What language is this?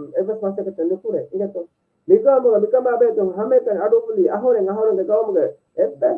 Divehi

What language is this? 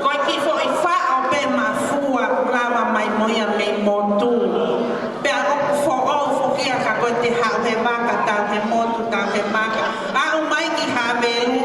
Tongan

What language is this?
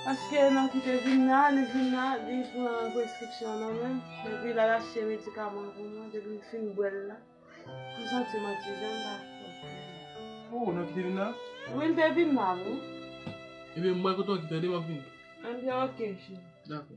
Haitian Creole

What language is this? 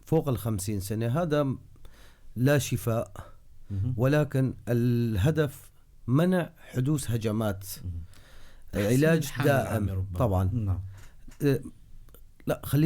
North Levantine Arabic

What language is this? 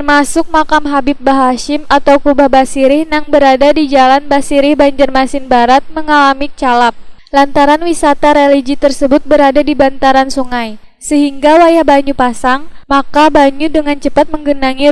Banjar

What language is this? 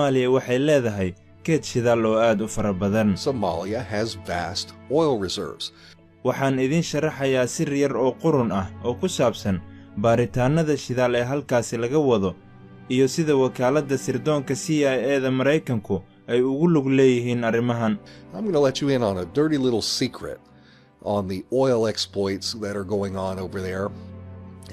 Somali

